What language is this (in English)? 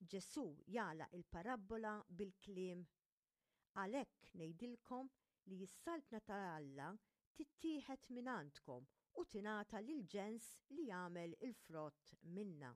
Maltese